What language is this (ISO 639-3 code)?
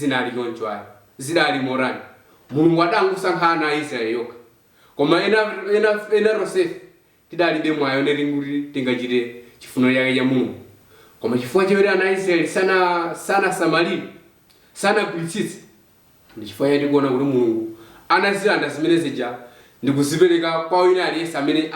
nya